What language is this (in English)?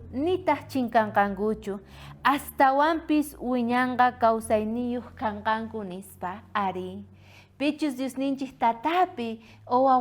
South Bolivian Quechua